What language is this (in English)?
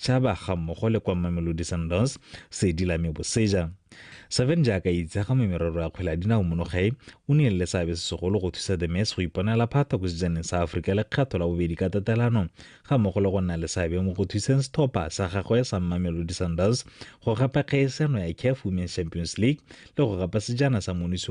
Tswana